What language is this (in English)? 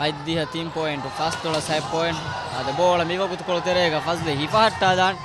Divehi